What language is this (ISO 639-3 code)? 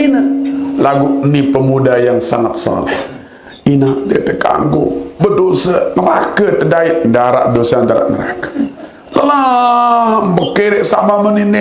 sas